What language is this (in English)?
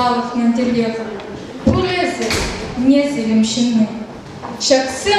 Chuvash